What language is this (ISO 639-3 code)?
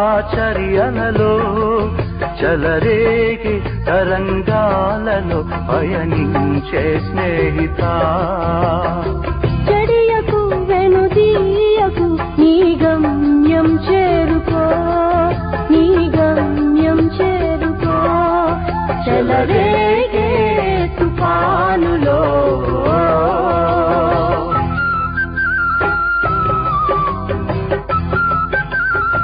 tel